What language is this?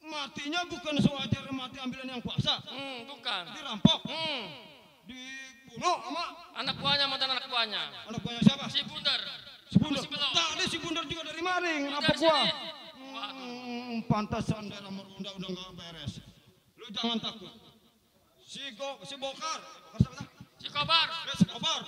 Betawi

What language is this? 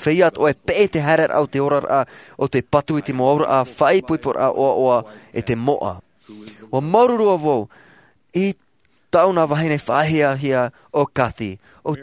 Tahitian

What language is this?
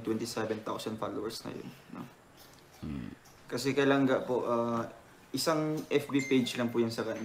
Filipino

